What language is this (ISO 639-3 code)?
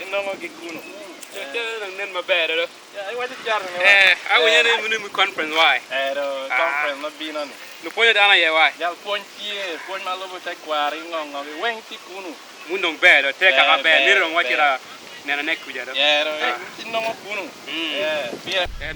ach